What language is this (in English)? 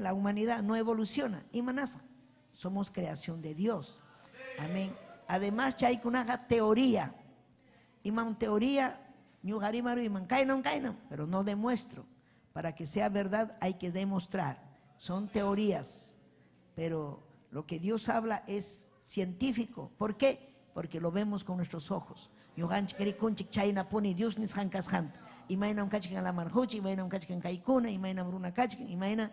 Ayacucho Quechua